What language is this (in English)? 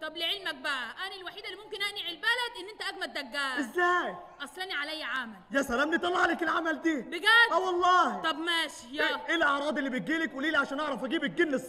Egyptian Arabic